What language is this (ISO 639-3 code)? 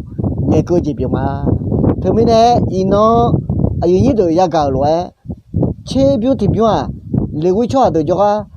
ahk